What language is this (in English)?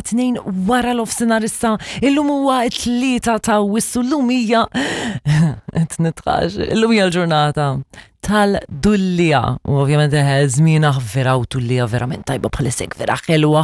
Maltese